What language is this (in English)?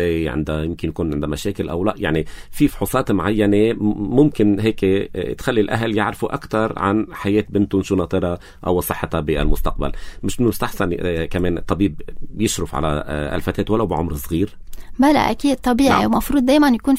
North Levantine Arabic